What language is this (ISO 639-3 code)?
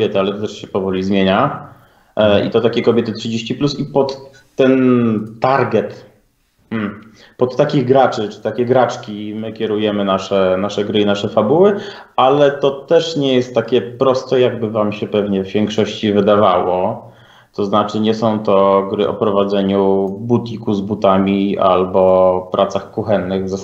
pol